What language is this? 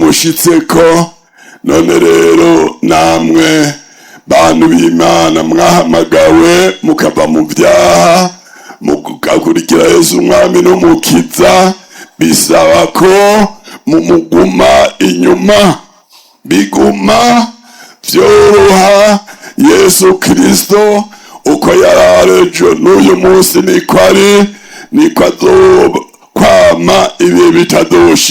Rundi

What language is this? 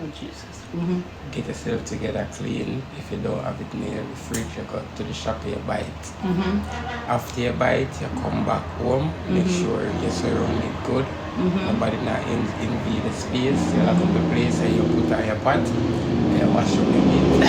Jamaican Creole English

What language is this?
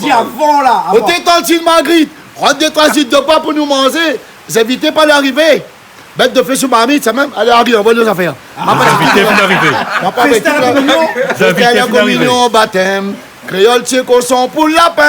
Réunion Creole French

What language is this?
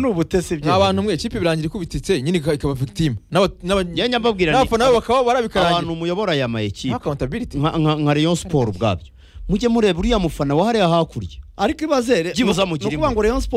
Kinyarwanda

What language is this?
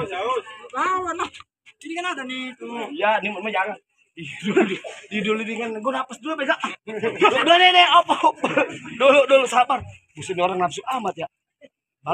Betawi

